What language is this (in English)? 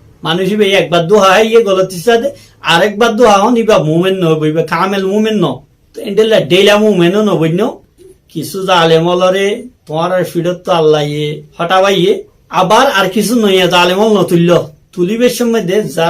Rohingya